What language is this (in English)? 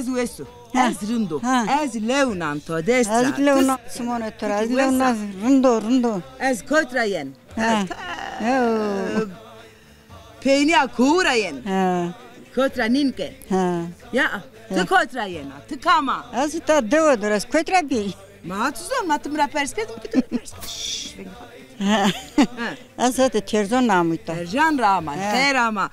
Zaza